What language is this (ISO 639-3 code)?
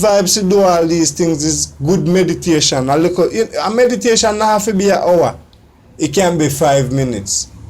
jam